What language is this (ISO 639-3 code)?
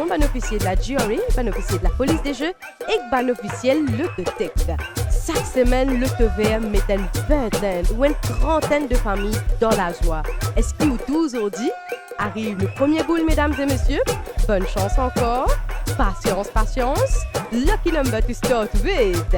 mfe